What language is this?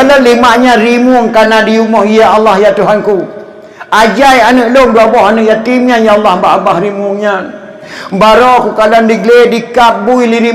Achinese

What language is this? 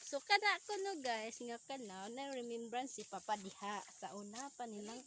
Cebuano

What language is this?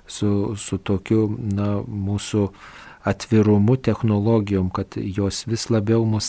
Lithuanian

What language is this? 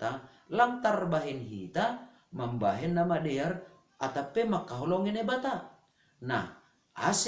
Batak Simalungun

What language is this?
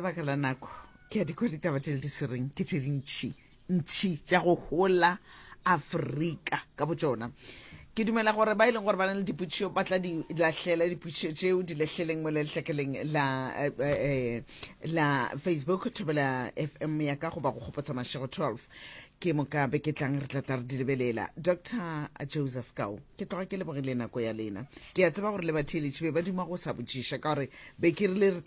Northern Sotho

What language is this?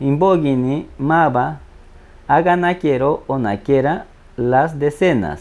Machiguenga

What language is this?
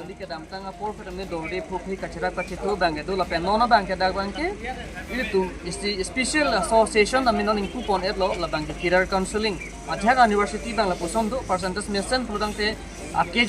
Karbi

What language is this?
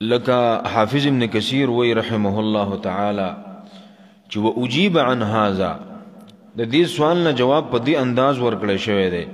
Pashto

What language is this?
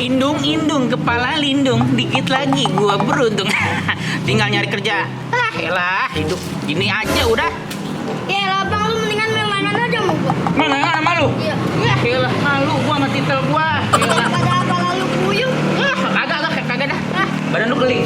Betawi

